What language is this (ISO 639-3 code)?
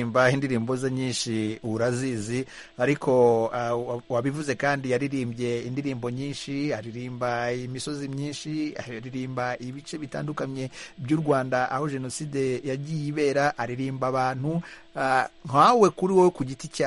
kin